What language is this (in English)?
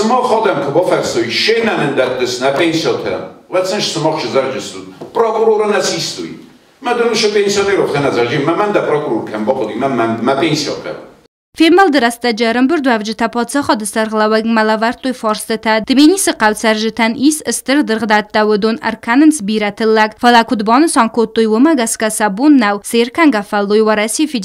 Ossetic